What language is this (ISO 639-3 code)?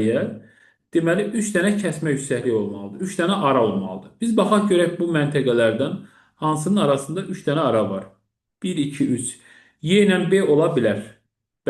aze